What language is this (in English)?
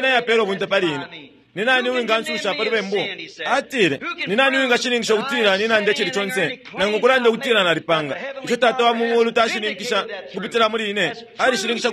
Bemba